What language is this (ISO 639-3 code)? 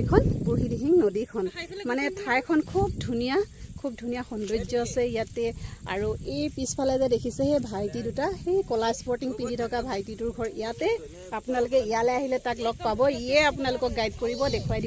asm